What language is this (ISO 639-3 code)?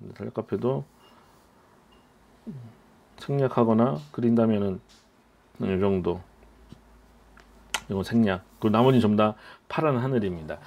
kor